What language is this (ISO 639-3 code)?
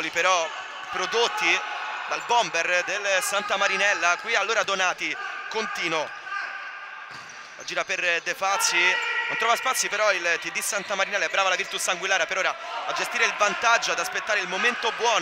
ita